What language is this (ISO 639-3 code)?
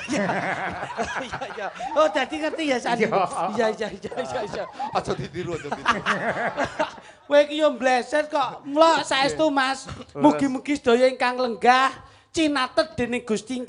jav